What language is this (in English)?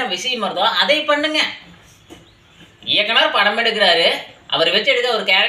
Tamil